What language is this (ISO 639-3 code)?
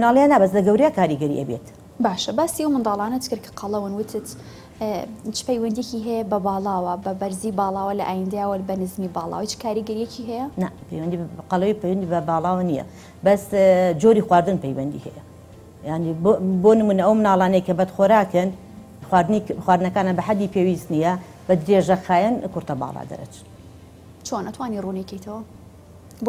ckb